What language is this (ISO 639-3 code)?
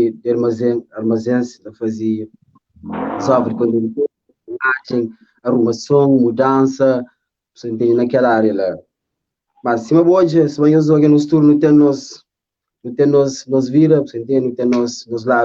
kea